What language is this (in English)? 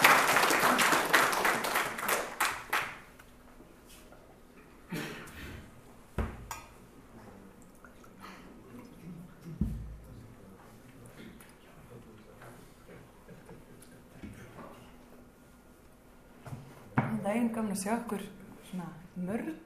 Icelandic